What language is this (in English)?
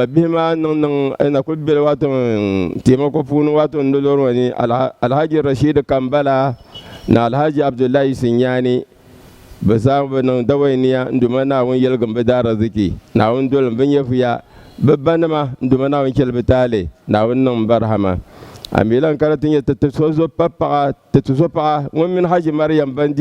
Dagbani